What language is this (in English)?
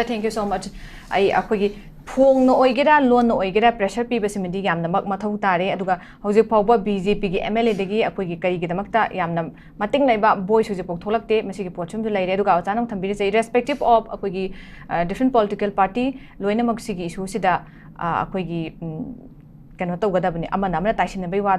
Manipuri